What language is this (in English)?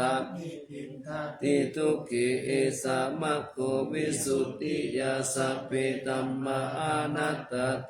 Pali